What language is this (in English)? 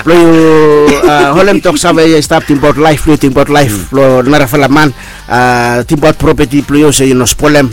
Bislama